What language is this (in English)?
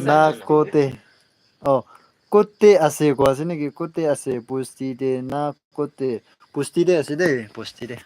Naga Pidgin